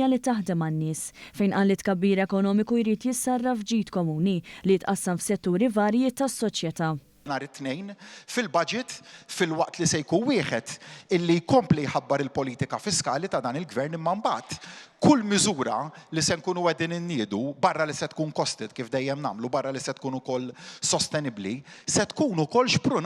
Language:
Maltese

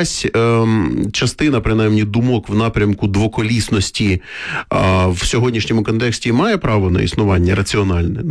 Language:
Ukrainian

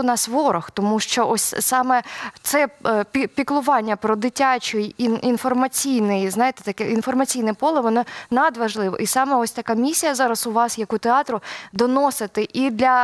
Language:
Ukrainian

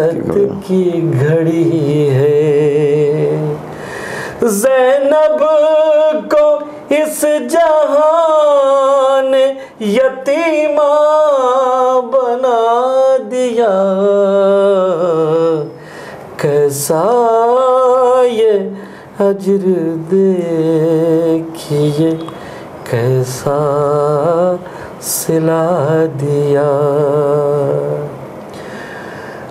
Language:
Urdu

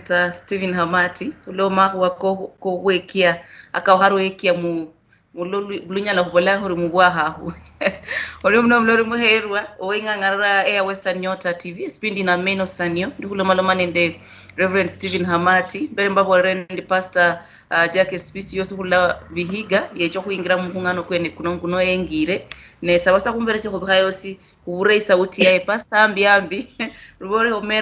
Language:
Luyia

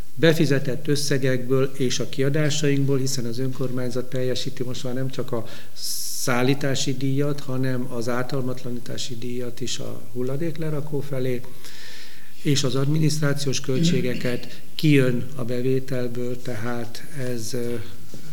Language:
Hungarian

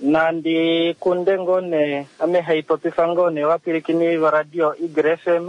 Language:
Kuanyama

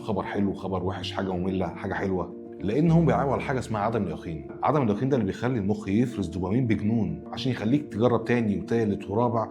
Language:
Egyptian Arabic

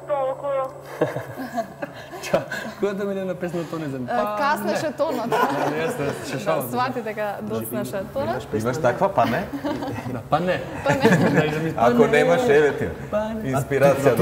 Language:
Macedonian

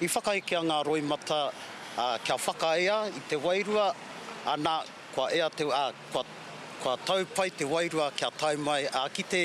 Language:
Māori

